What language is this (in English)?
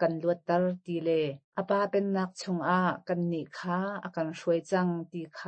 Hakha Chin